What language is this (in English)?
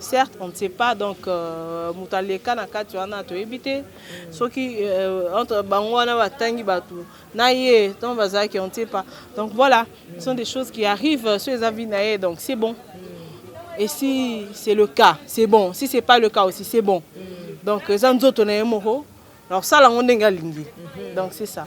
Lingala